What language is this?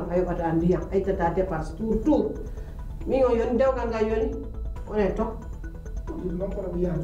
Pular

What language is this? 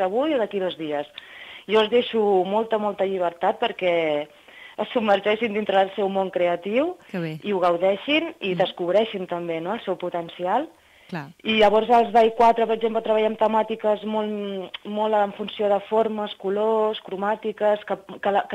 Catalan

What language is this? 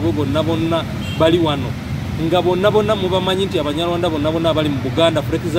Ganda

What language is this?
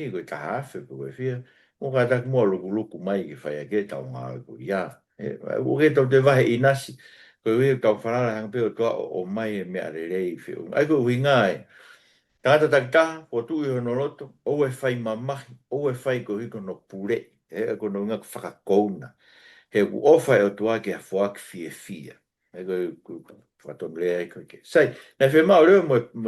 Tongan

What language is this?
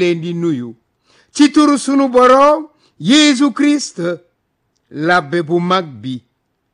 Wolof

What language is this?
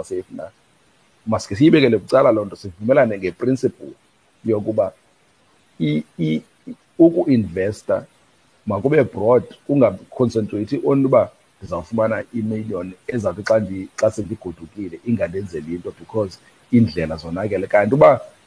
Xhosa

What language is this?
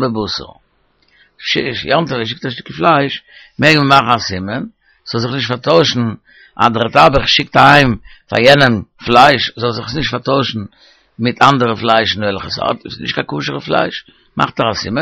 Yiddish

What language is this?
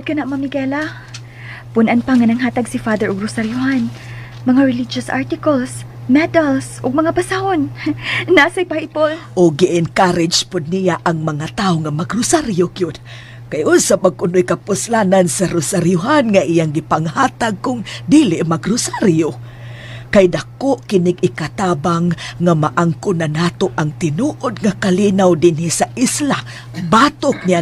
Cebuano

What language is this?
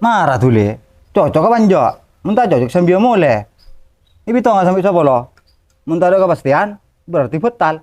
Madurese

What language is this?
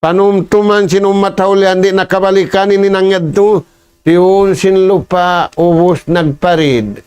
Tausug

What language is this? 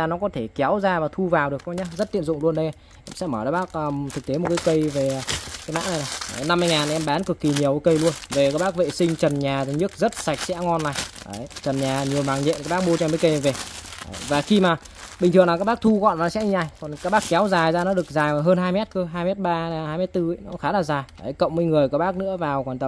Vietnamese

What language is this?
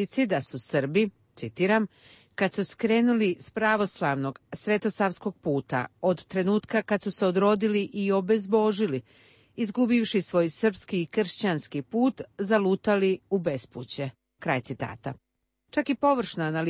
Croatian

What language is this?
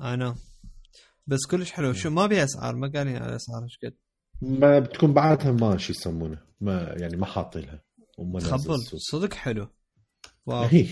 Mesopotamian Arabic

